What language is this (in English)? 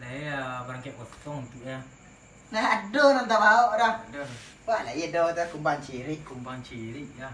Minangkabau